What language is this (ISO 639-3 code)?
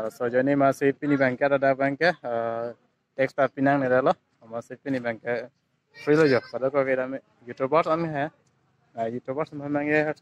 mjw